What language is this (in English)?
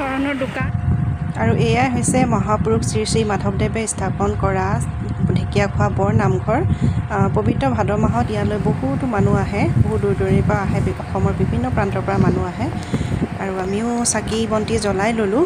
Assamese